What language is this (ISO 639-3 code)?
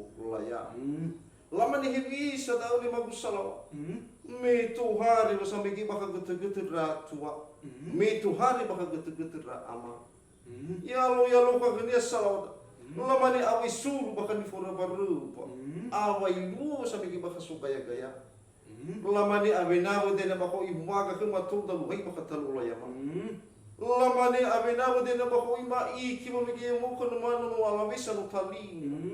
nia